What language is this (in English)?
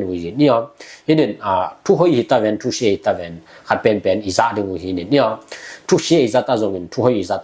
Tedim Chin